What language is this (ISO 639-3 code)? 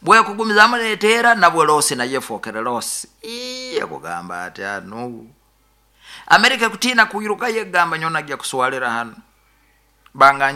nyn